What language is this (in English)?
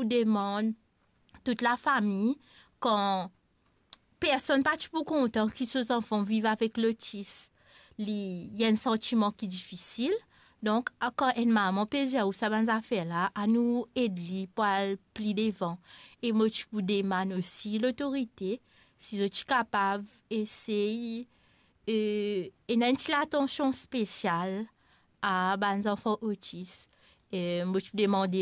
Morisyen